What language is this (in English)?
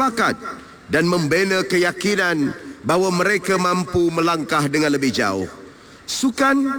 Malay